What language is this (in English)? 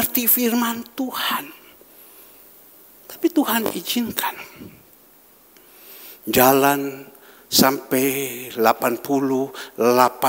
Indonesian